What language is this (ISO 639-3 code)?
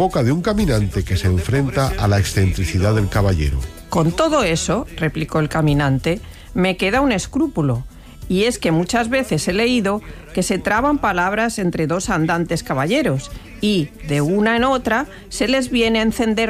spa